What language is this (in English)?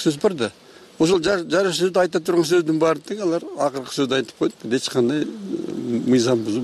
Kyrgyz